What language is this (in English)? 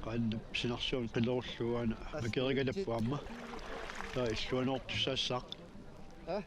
Kalaallisut